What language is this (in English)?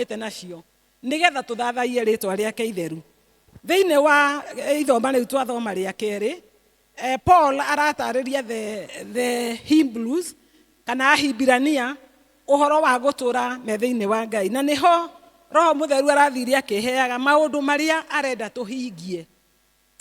Kikuyu